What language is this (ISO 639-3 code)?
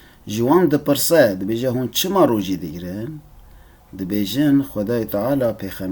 kur